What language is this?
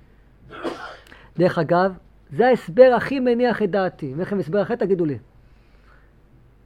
Hebrew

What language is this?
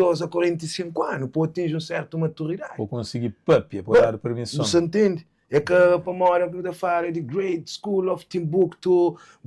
Kabuverdianu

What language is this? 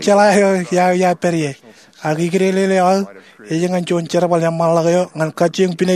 Marshallese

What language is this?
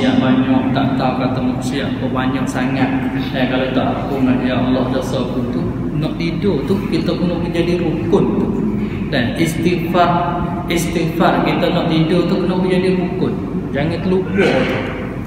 Malay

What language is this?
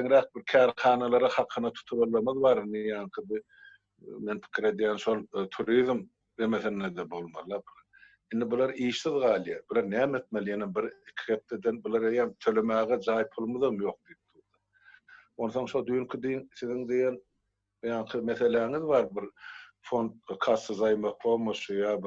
Turkmen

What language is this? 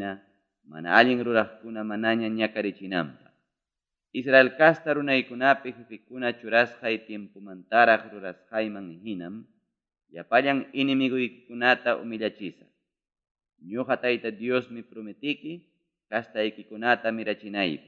Ayacucho Quechua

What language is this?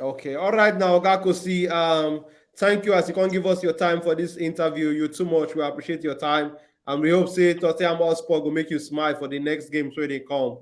Nigerian Pidgin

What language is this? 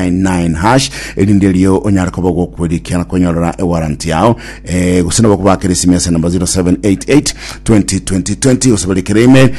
Gusii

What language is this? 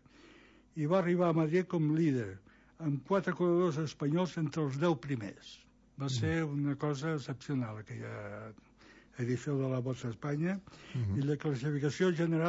Catalan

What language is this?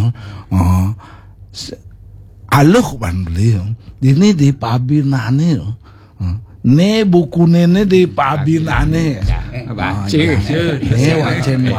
Balinese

